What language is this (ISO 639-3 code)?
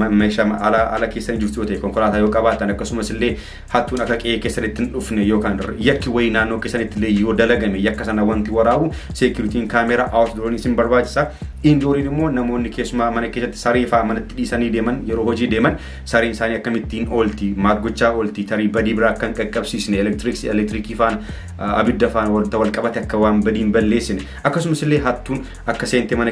orm